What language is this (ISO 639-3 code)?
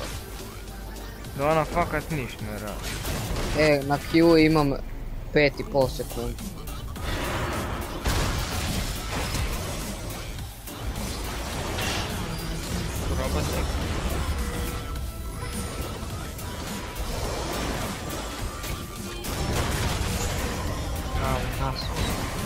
hrv